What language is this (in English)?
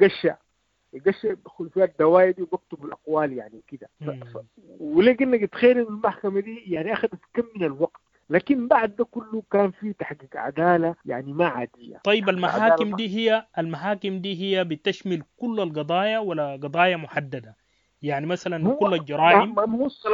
Sudanese Arabic